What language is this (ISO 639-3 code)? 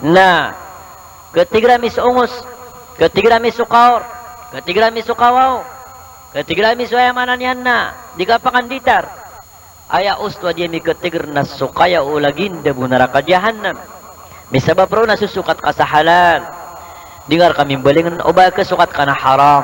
mrw